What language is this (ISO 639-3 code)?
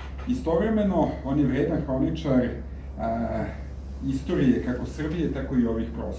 srp